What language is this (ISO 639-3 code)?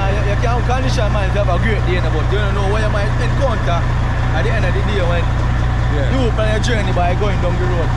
jam